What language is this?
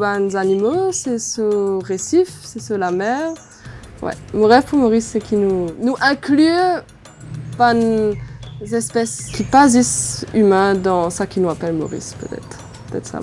Morisyen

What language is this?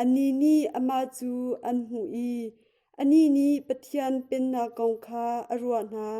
Hakha Chin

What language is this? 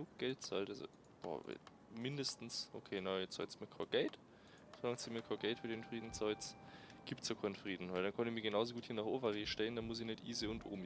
Bavarian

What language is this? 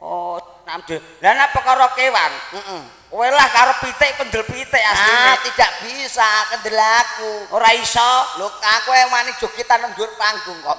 Javanese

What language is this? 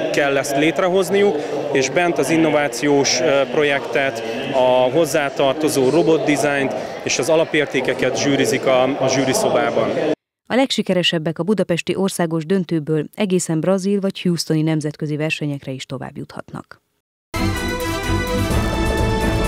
Hungarian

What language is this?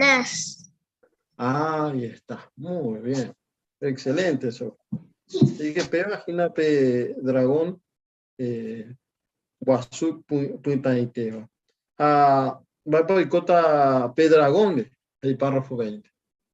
Guarani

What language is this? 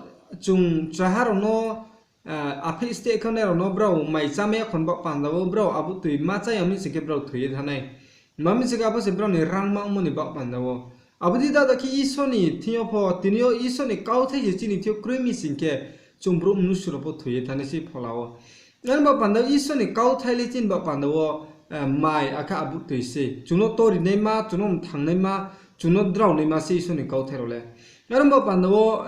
Riang (India)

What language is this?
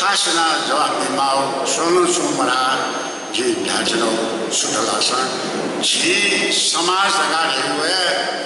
Newari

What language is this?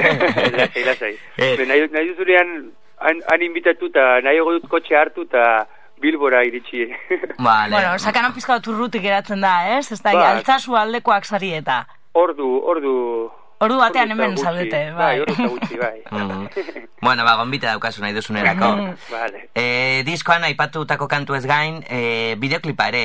Basque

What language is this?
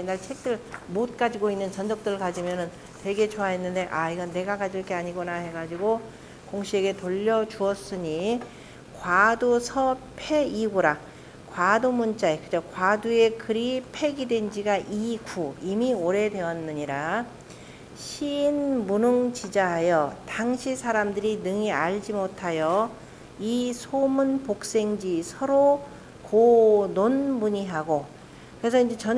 Korean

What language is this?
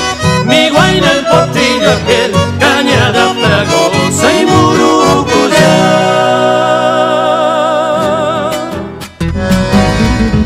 Spanish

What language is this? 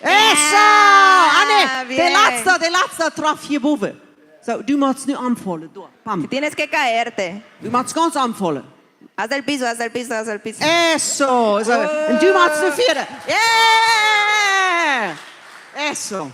Plautdietsch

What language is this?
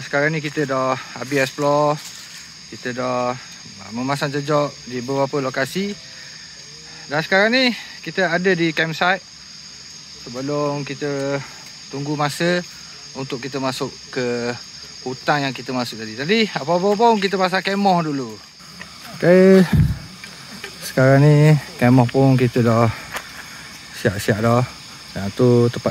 Malay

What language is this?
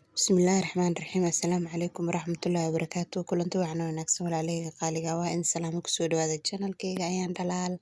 Somali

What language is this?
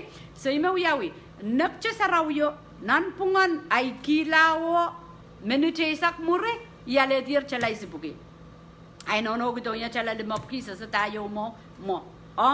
Pohnpeian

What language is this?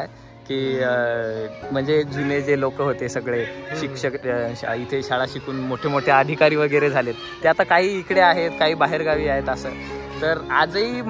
Marathi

